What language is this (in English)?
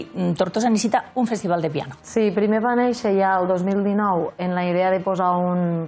Catalan